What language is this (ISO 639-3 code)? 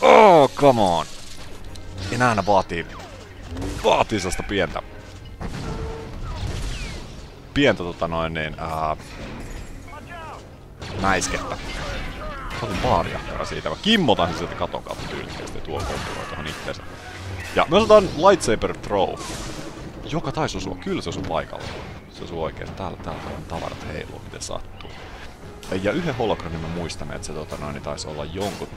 fin